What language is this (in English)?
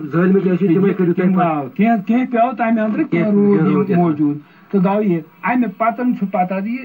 Kashmiri